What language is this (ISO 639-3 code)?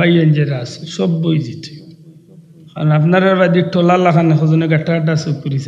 syl